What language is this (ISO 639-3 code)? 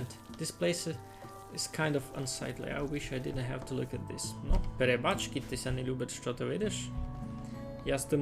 rue